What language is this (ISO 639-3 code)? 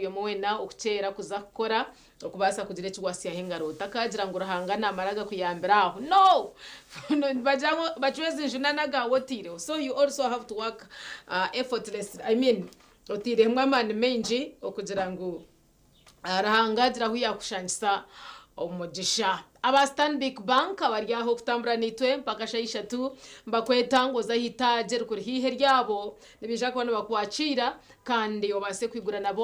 nyn